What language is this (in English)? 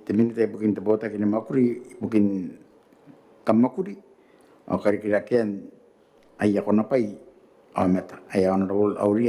Gilbertese